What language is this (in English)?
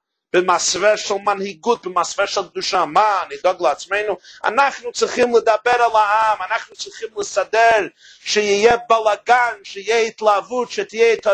Hebrew